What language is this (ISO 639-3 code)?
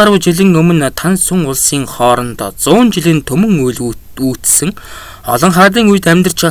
mon